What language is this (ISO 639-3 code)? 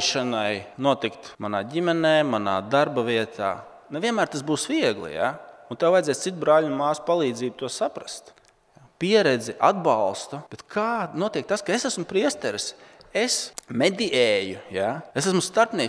lav